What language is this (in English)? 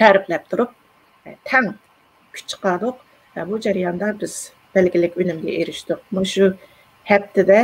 Uyghur